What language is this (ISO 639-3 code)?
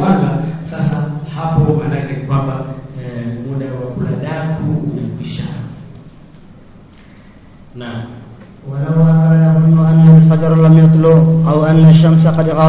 swa